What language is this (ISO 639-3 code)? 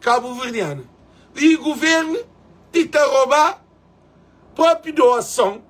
kea